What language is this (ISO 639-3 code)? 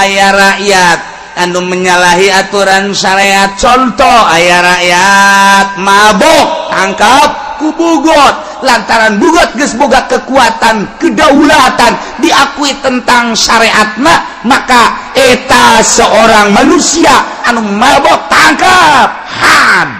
sun